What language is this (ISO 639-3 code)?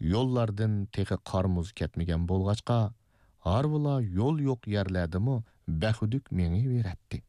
uig